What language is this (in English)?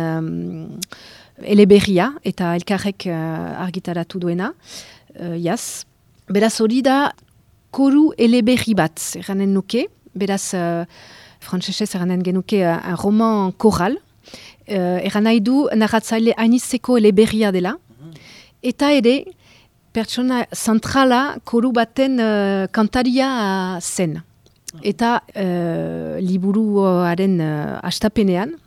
Basque